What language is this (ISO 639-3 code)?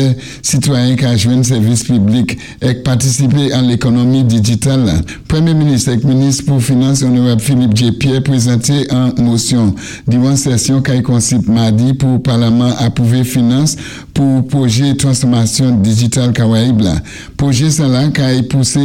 acf